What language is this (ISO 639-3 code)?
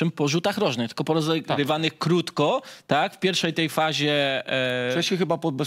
pol